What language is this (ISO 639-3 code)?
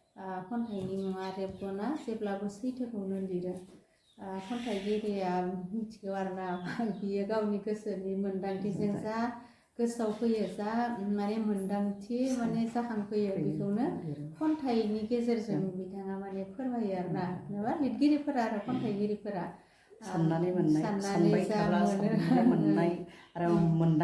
brx